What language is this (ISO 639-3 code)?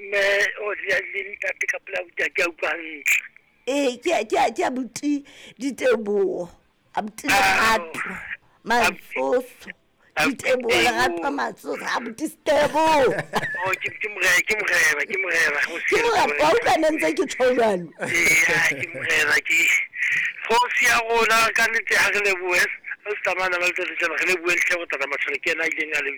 sot